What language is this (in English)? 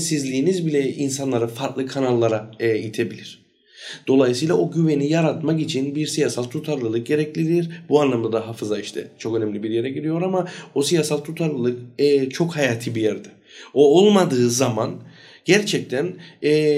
Turkish